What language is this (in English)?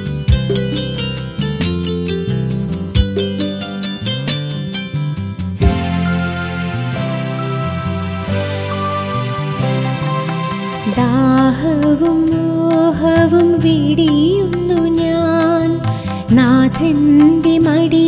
Malayalam